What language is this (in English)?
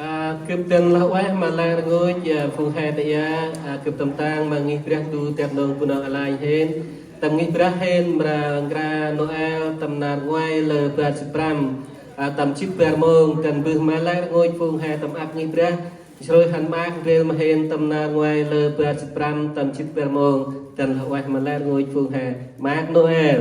Central Mnong